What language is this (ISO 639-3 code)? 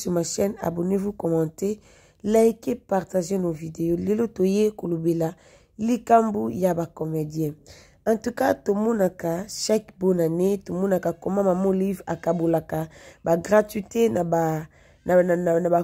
lin